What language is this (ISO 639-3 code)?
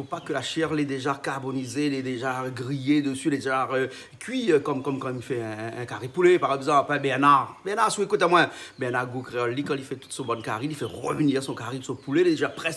rcf